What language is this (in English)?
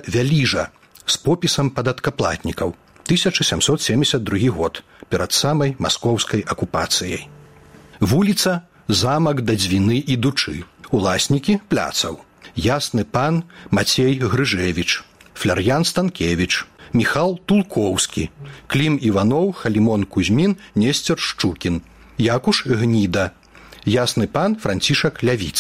Belarusian